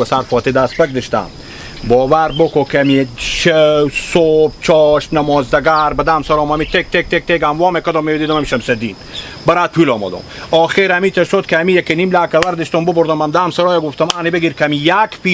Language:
Hazaragi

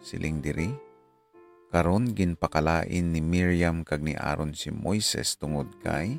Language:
Hiligaynon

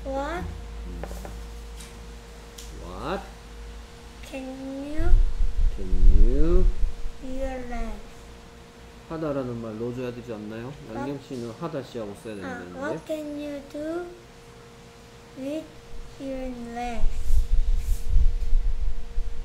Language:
Korean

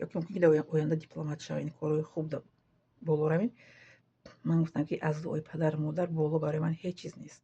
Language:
Tajik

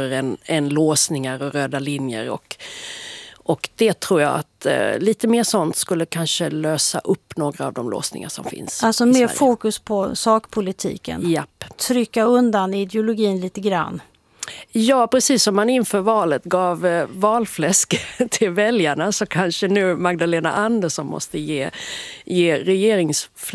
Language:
Swedish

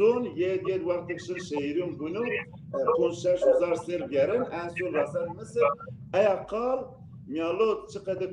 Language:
Zaza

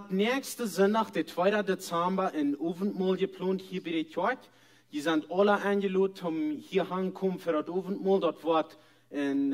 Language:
Plautdietsch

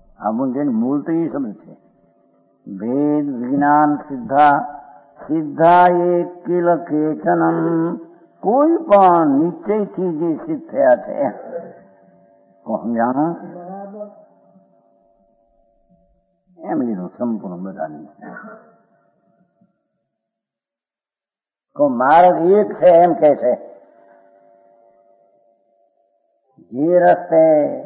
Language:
Gujarati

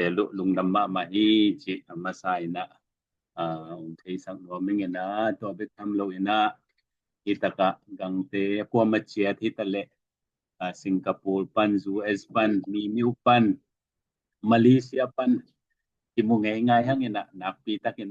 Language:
Tedim Chin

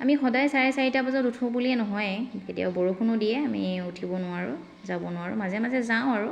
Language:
Assamese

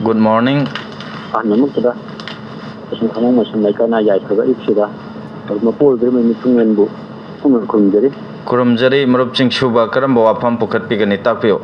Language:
Manipuri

